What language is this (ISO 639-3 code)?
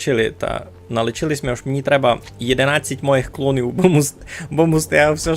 rue